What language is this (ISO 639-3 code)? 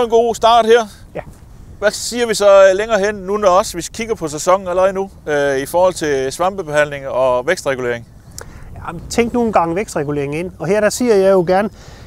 dan